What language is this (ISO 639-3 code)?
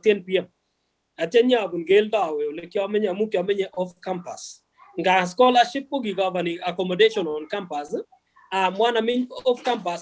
kln